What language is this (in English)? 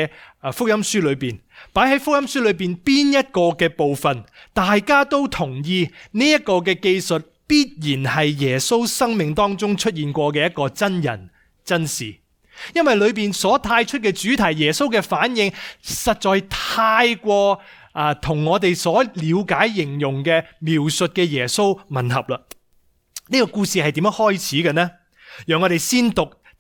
Cantonese